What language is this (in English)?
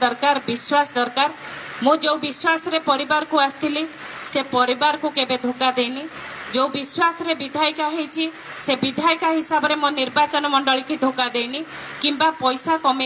Odia